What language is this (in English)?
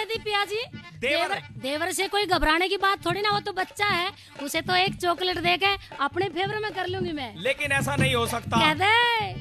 Hindi